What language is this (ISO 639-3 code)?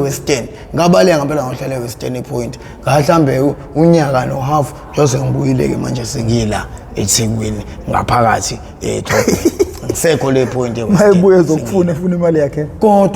zul